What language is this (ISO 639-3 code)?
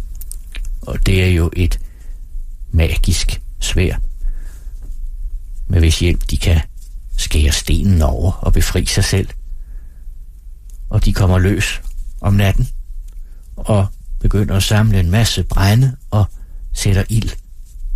dan